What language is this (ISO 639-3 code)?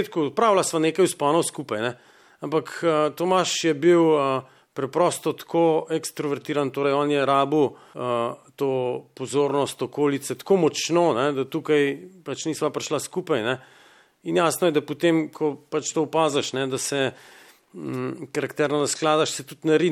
slv